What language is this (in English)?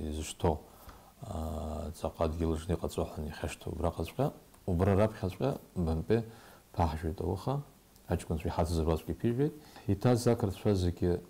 Abkhazian